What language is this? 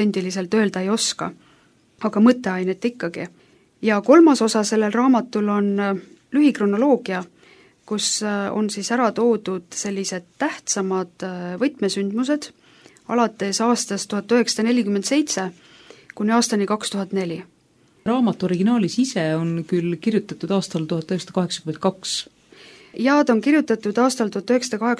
Estonian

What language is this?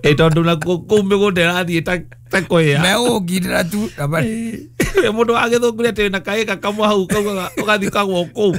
Kikuyu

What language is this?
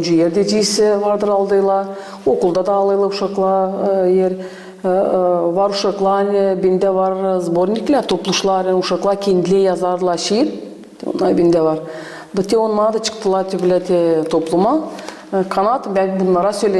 Gagauz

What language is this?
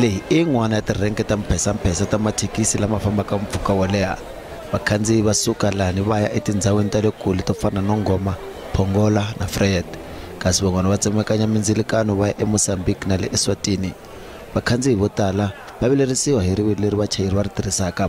Tsonga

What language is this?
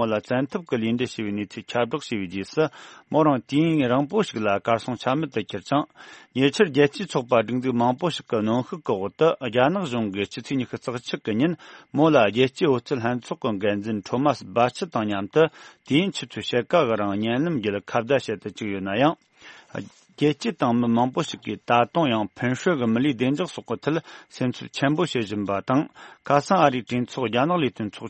Tibetan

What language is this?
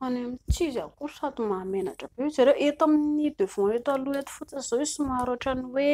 Malagasy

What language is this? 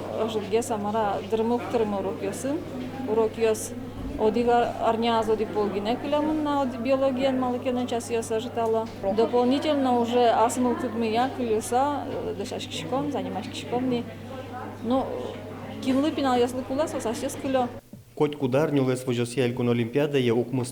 Udmurt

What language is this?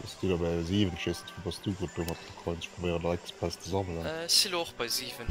Luxembourgish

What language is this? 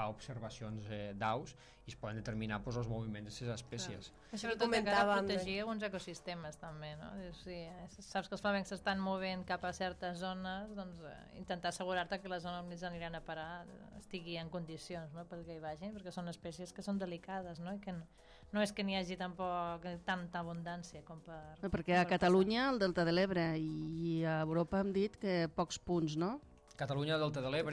Catalan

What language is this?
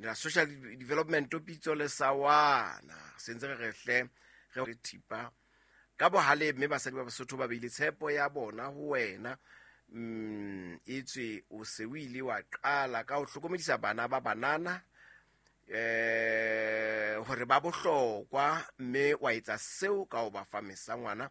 Southern Sotho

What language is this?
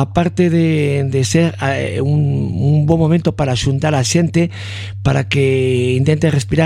Galician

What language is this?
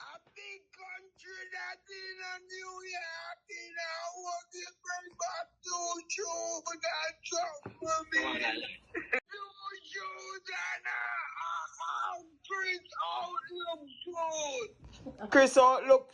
Jamaican Creole English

